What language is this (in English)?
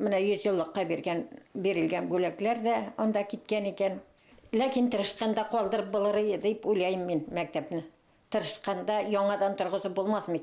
Bashkir